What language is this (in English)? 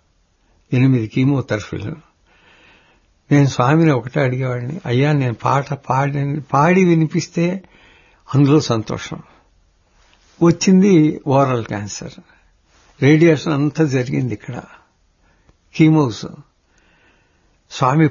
Telugu